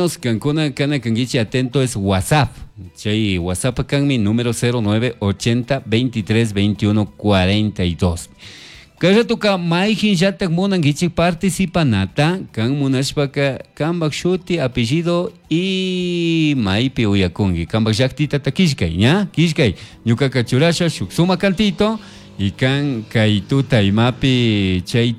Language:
Chimborazo Highland Quichua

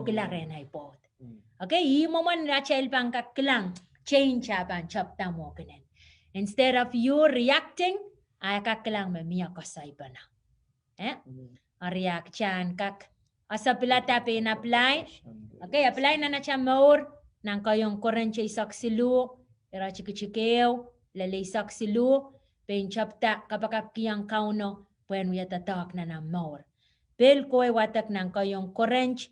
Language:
Pohnpeian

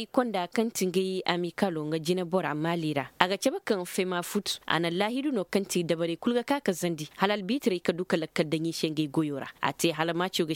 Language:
Koyraboro Senni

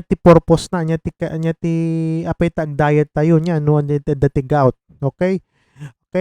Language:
Iloko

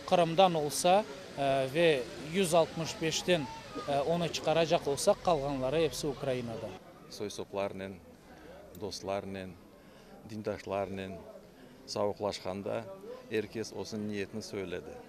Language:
Crimean Tatar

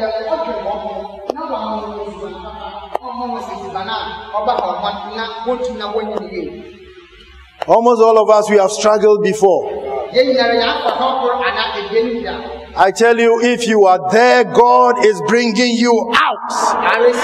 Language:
English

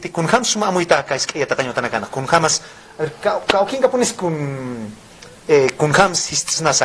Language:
Aymara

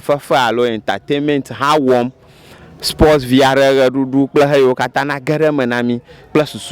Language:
Ewe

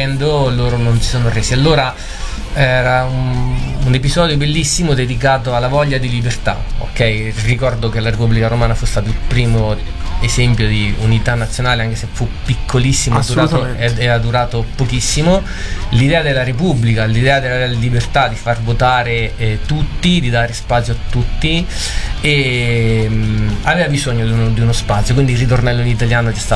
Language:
Italian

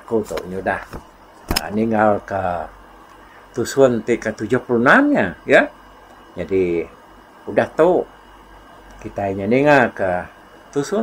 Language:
Iban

